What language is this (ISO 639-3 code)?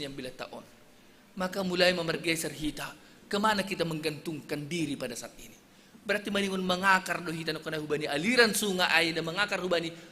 bts